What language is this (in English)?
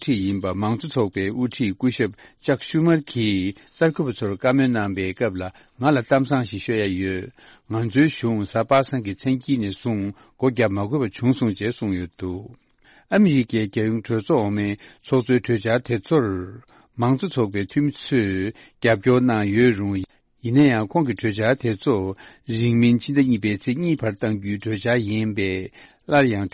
Tibetan